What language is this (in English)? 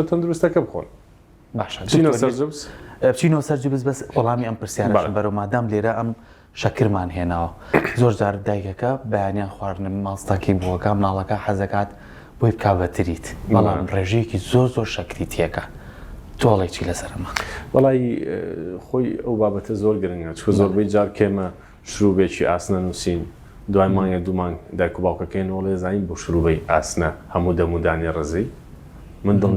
Central Kurdish